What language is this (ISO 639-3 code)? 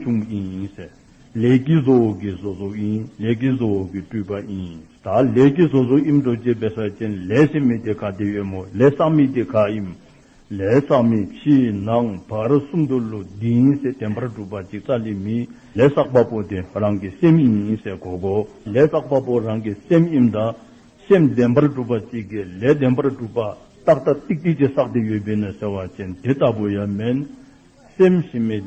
dzo